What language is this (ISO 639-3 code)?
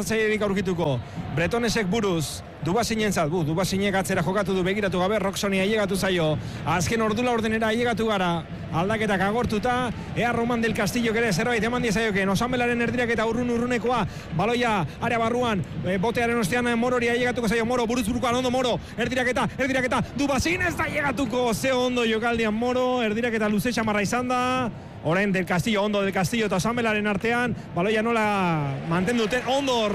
eus